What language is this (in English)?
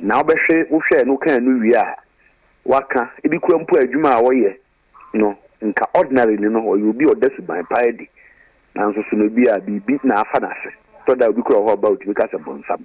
Akan